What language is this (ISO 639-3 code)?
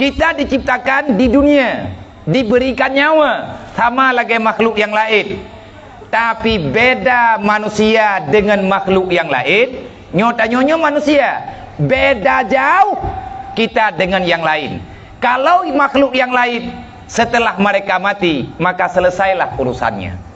ace